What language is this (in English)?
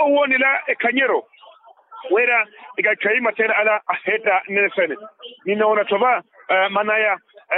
Makhuwa